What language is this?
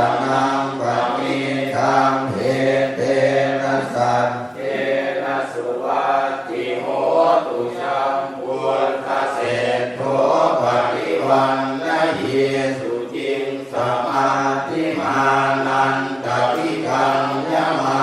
Pali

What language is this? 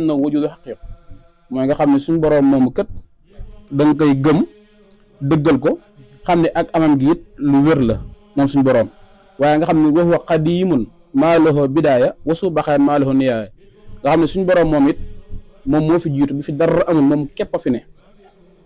Wolof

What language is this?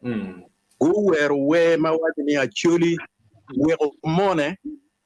Acoli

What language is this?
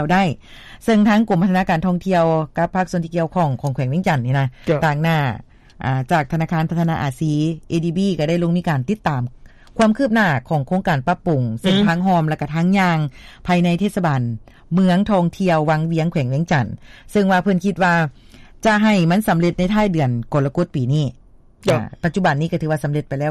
Lao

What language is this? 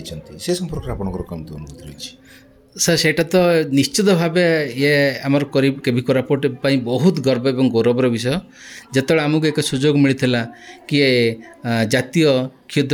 Odia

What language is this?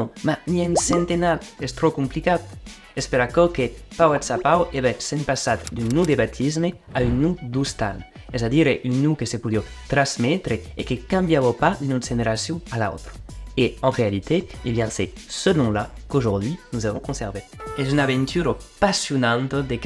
Occitan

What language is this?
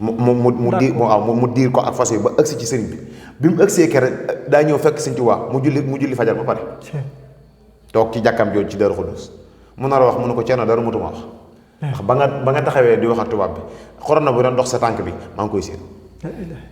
Wolof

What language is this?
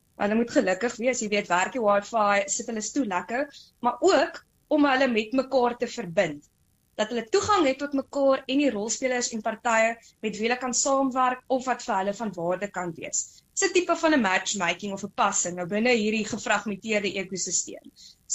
Afrikaans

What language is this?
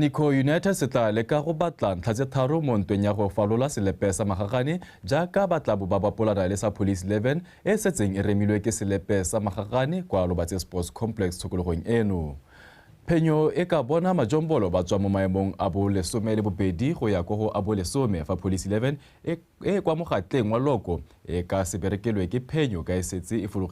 Tswana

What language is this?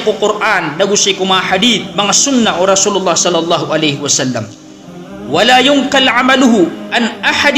Maranao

